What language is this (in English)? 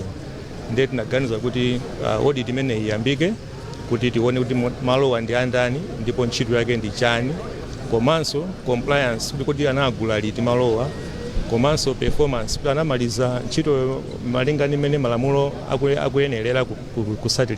Nyanja